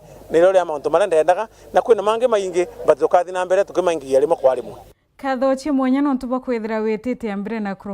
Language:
Meru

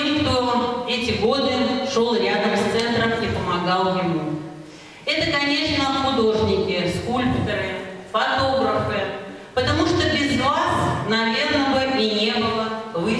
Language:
Russian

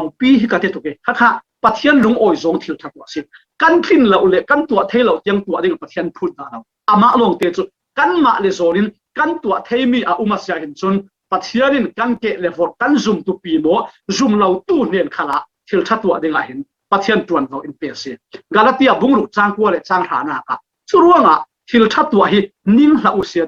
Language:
Falam Chin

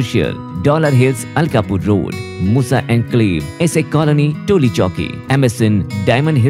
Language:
Urdu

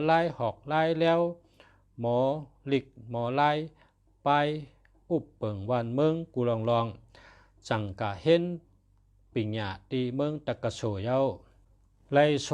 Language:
Shan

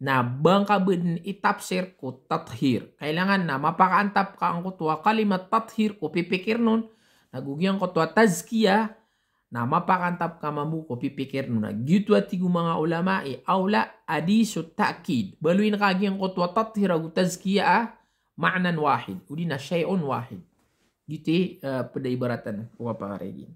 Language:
Maranao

